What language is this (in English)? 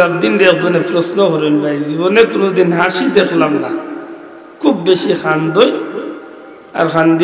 Sylheti